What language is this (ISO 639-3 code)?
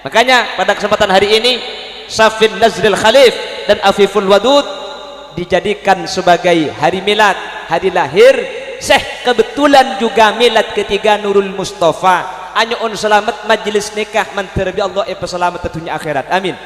mad